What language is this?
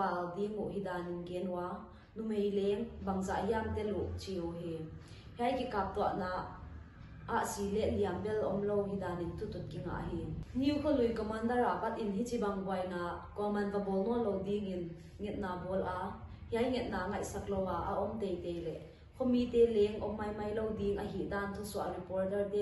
Paite Chin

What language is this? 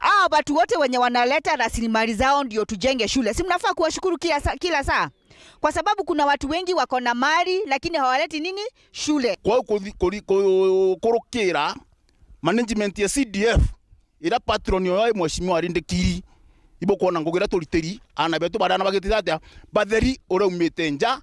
Meru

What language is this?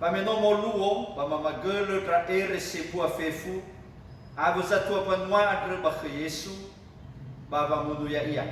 Nias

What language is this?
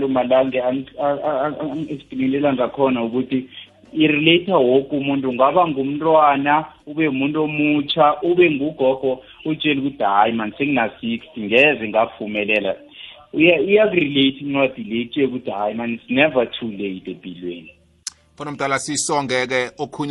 South Ndebele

